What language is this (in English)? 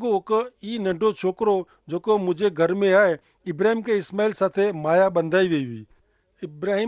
Kachhi